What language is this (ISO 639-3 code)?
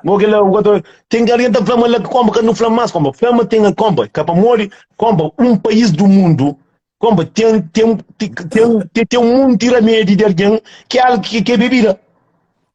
kea